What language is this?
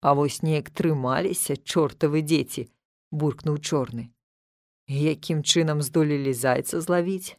Belarusian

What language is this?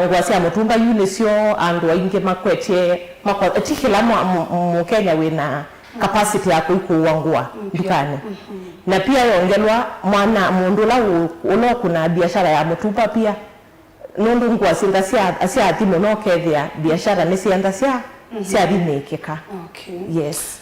Kamba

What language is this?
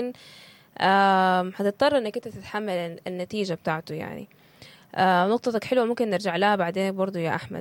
Sudanese Arabic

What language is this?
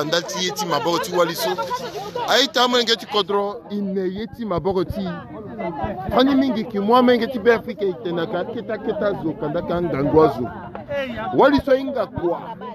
Sango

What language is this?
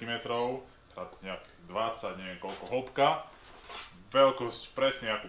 Slovak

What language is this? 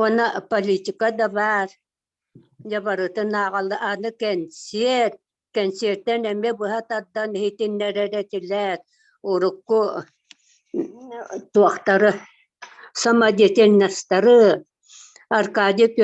Yakut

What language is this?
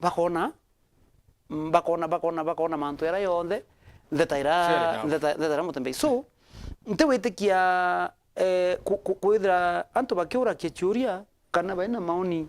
Meru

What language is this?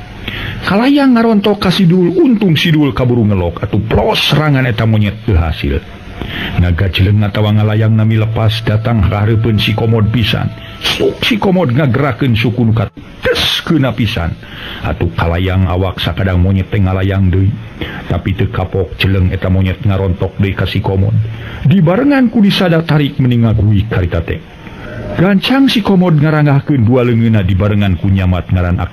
Sundanese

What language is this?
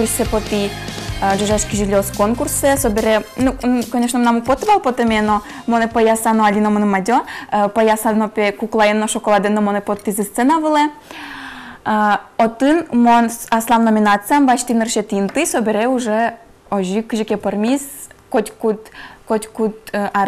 Udmurt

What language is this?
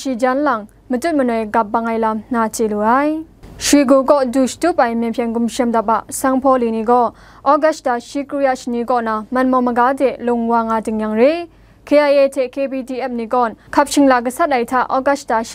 Kachin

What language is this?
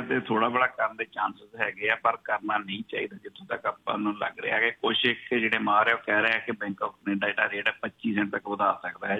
Punjabi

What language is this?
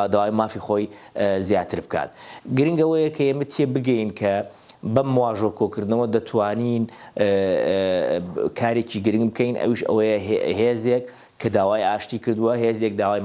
Central Kurdish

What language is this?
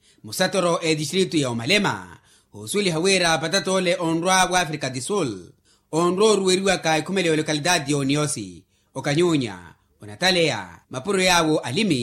Makhuwa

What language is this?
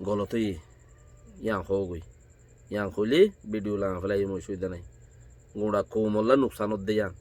Rohingya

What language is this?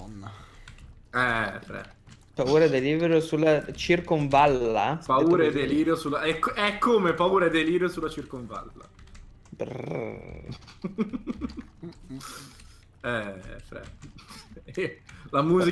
Italian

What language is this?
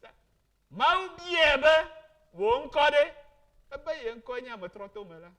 Ewe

